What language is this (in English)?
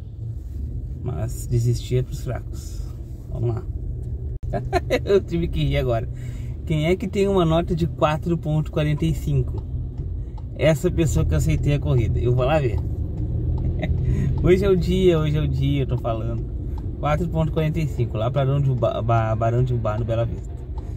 Portuguese